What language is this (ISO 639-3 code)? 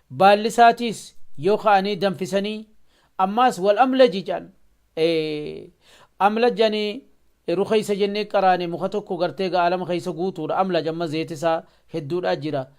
orm